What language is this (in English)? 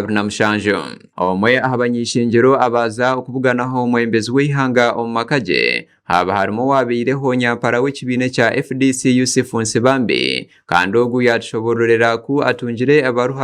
Nyankole